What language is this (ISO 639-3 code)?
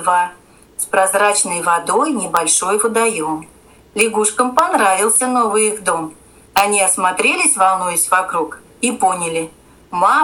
rus